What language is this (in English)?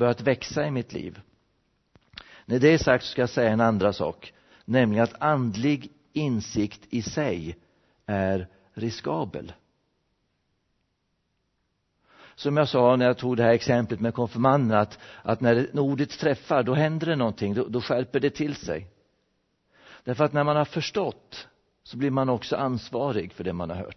Swedish